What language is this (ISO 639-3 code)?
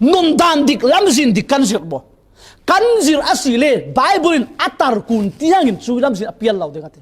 cfm